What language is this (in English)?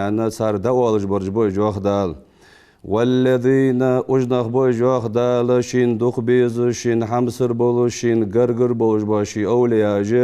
Ingush